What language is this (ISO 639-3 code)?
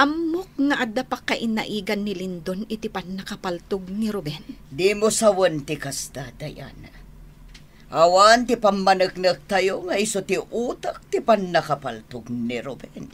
ilo